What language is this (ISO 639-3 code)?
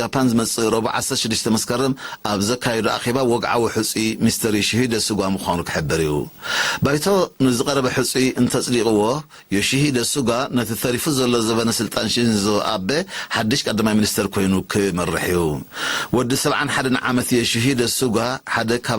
tir